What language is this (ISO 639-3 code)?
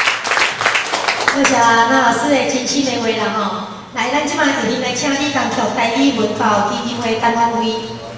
nan